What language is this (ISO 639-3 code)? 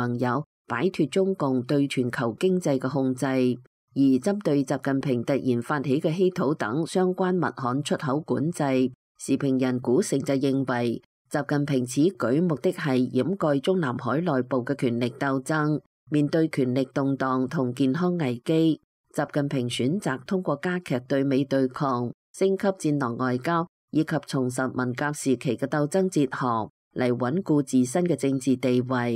yue